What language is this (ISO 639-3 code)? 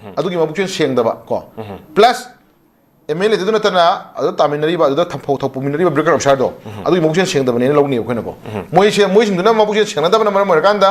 mni